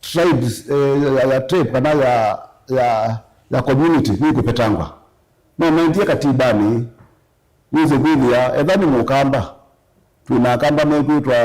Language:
Kamba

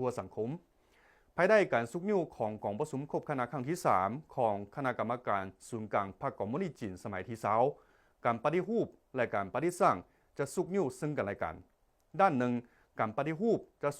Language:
Lao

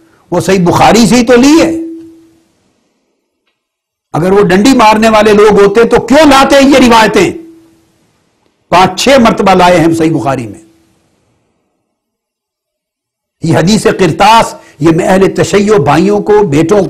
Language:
Urdu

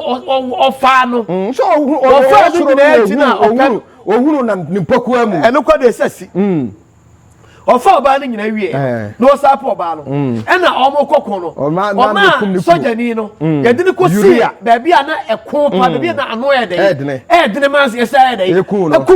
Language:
Akan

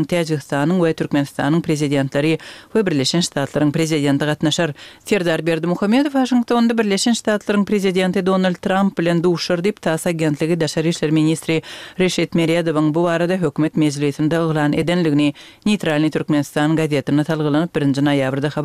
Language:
Kyrgyz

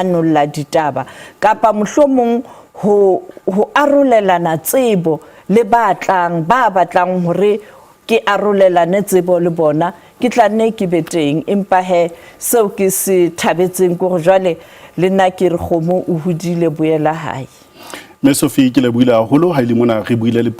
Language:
Southern Sotho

